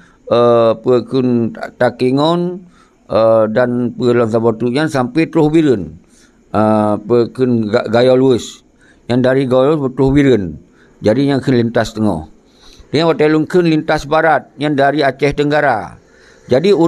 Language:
Achinese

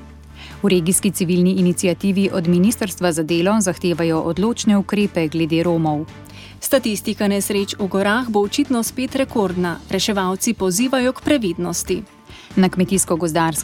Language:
Slovenian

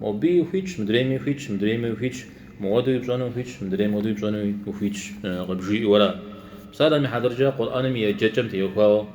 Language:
Kabardian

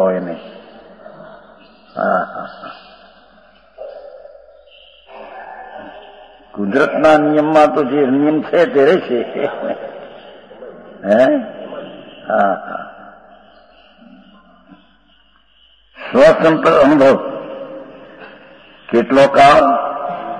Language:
Gujarati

